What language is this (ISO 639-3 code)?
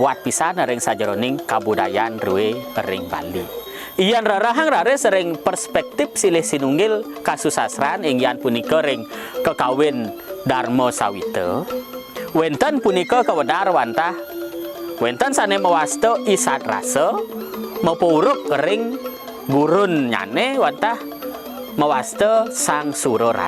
ban